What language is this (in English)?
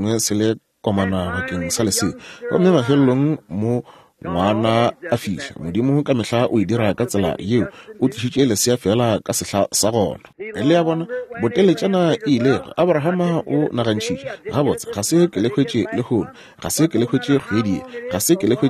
Northern Sotho